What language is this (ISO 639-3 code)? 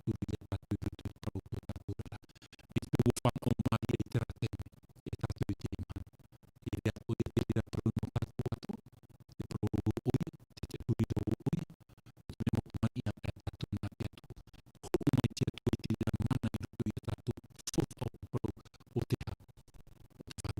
tah